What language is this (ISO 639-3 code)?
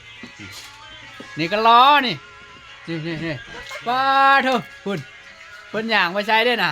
lao